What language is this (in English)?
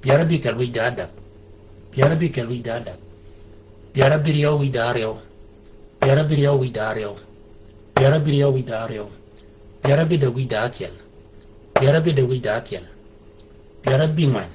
Shilluk